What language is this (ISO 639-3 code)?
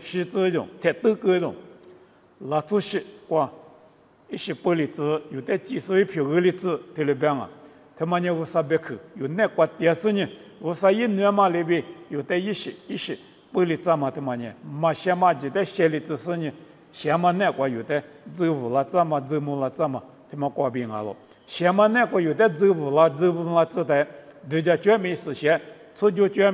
lis